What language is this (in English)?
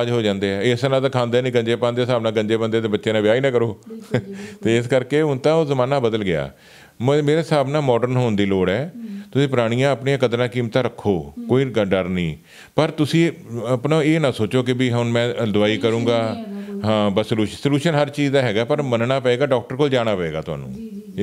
Punjabi